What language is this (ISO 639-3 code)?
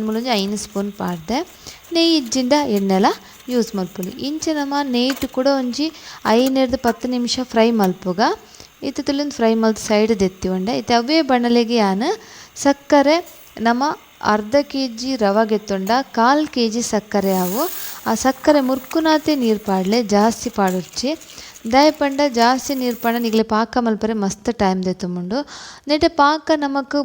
tcy